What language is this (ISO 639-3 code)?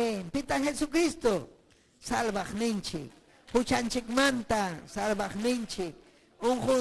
quy